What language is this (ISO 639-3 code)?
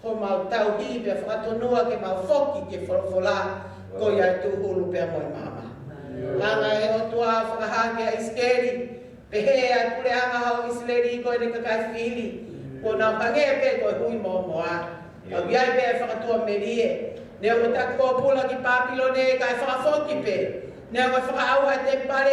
ton